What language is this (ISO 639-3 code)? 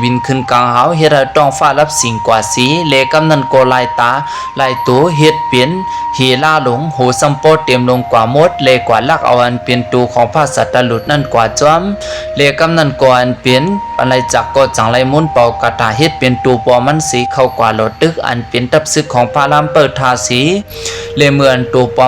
shn